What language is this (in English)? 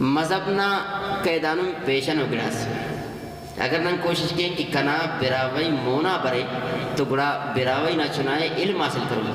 Brahui